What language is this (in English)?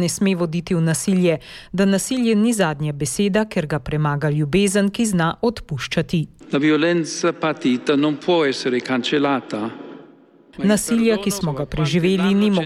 Slovenian